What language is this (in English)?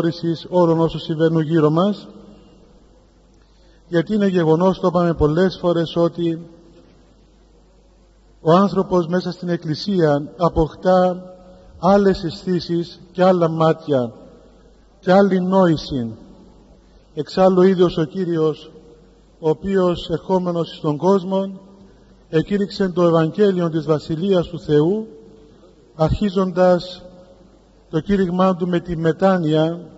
Greek